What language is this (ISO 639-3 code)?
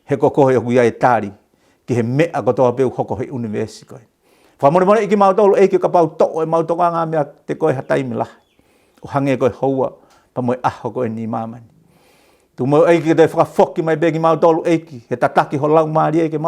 ton